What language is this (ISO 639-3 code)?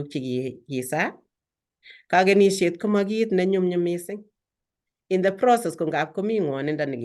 kln